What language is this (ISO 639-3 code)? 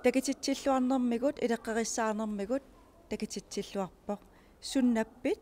kal